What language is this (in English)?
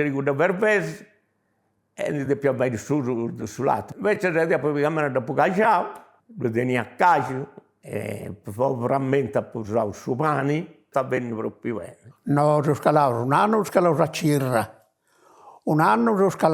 Sardinian